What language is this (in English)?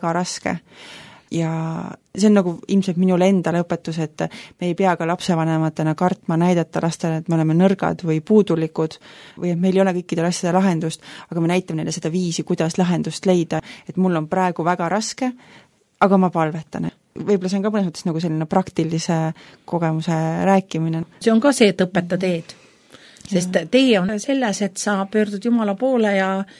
Estonian